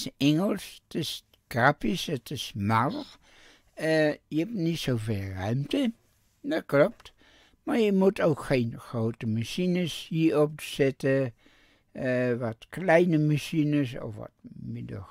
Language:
Dutch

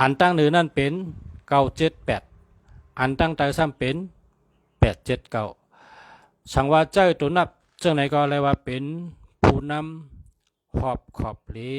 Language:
Shan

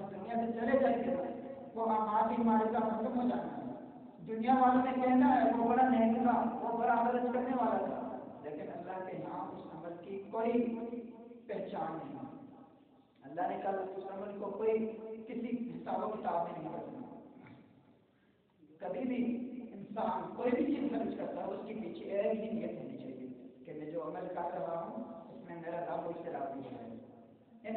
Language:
Urdu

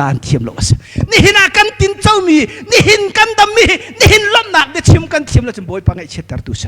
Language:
Hakha Chin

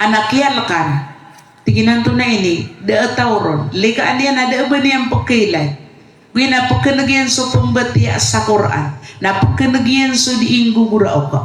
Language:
Maranao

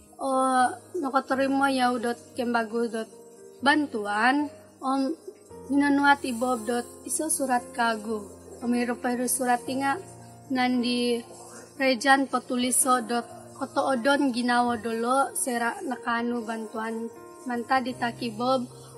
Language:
Central Dusun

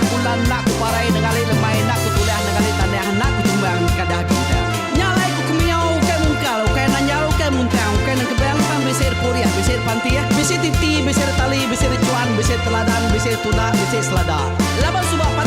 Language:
Iban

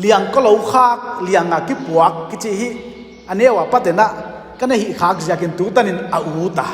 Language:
Paite Chin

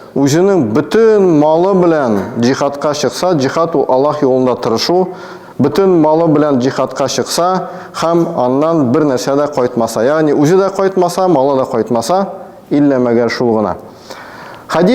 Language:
Tatar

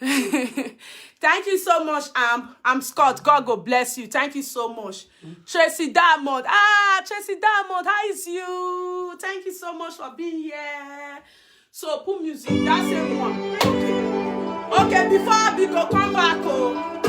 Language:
Nigerian Pidgin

